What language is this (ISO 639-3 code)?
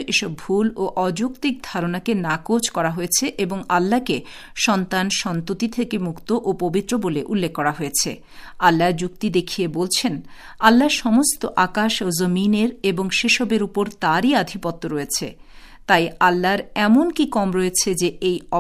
ben